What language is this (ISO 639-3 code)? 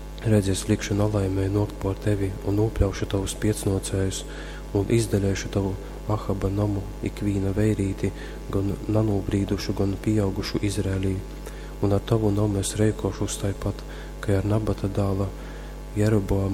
ltg